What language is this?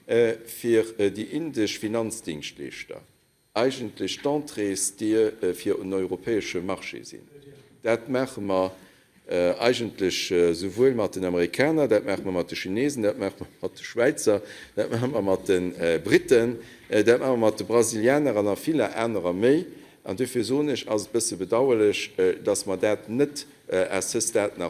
Luxembourgish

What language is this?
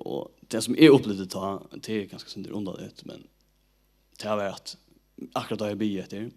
Faroese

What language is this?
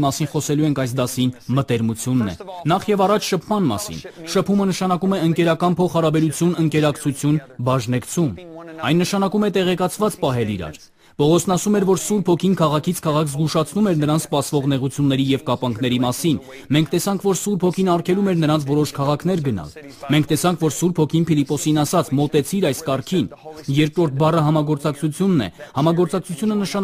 Armenian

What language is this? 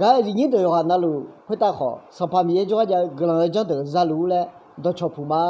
Akha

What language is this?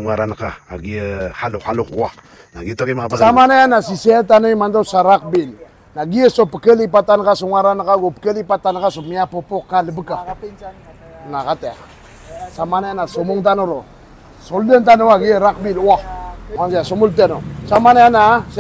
Maranao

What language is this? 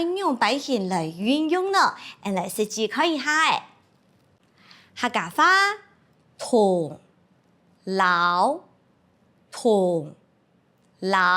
Hakka Chinese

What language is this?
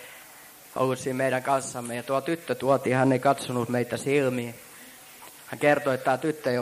Finnish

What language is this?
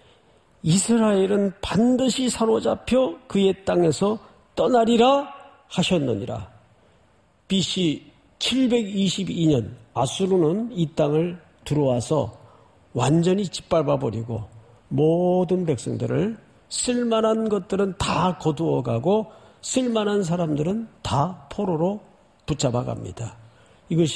Korean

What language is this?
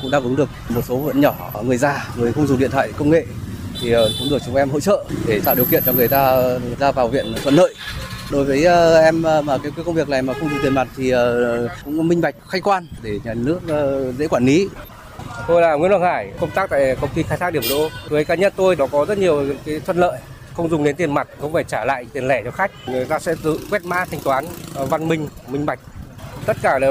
Vietnamese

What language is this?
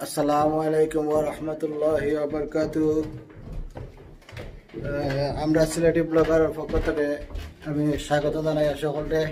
Sylheti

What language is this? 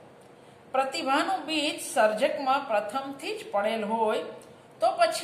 Gujarati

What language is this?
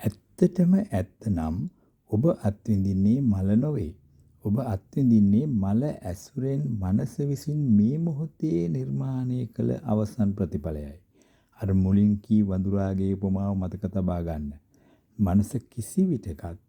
Sinhala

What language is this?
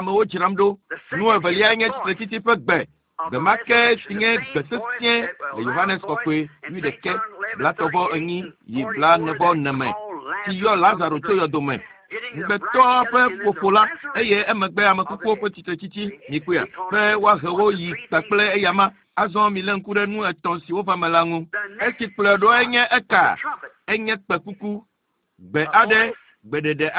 Ewe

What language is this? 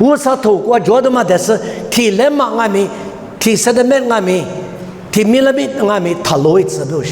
Lisu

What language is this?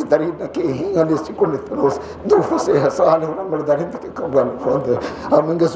Divehi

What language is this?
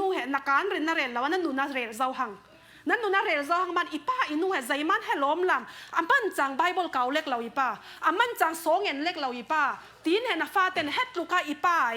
Falam Chin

